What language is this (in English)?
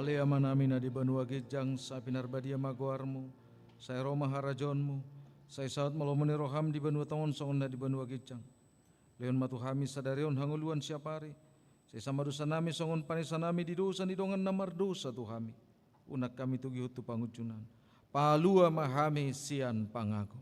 Batak Toba